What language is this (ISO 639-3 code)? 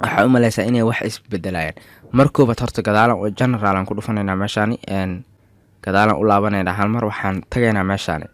som